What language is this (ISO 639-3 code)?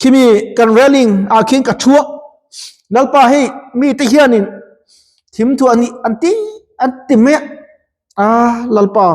lus